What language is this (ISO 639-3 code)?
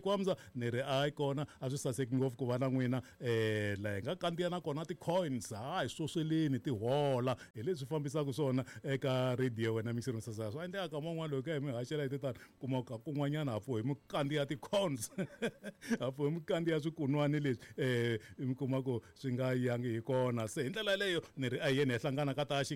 tso